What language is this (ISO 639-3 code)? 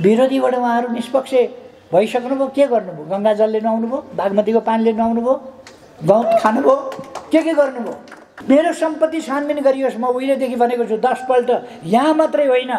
nep